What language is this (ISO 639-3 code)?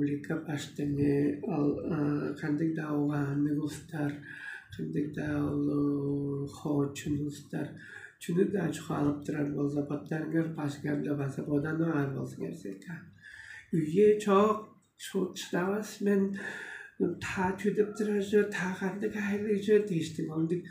tyv